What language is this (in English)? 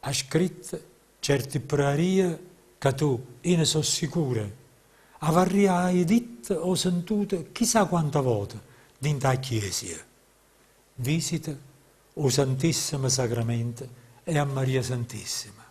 Neapolitan